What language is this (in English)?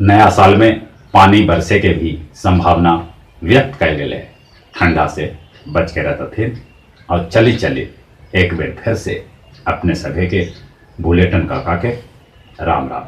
Magahi